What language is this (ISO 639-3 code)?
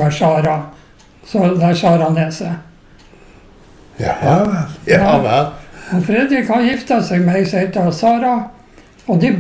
nor